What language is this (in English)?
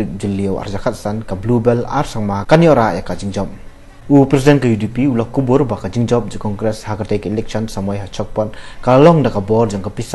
Khasi